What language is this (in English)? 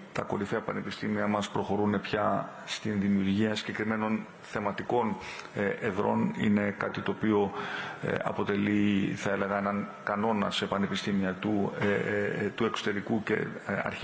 Greek